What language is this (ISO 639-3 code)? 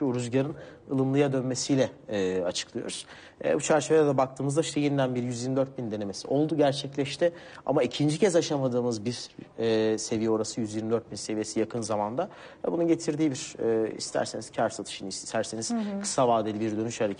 tur